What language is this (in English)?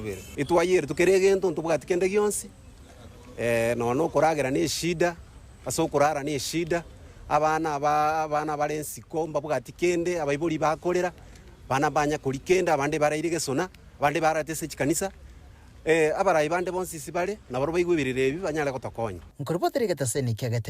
Gusii